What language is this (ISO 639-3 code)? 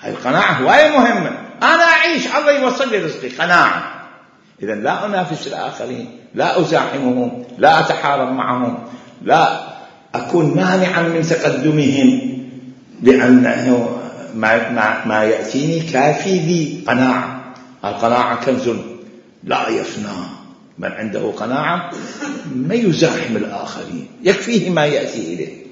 acm